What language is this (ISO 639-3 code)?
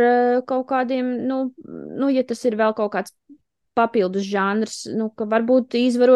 lav